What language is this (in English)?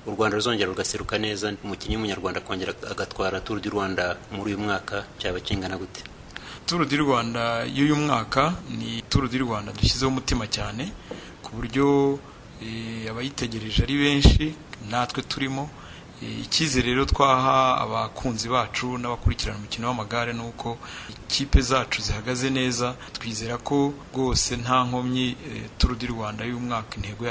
Kinyarwanda